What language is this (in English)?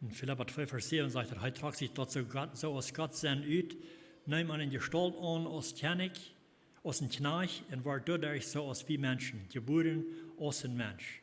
Plautdietsch